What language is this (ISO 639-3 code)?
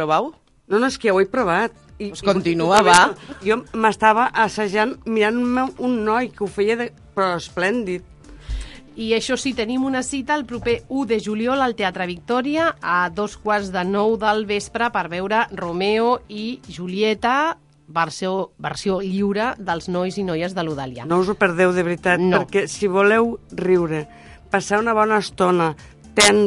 cat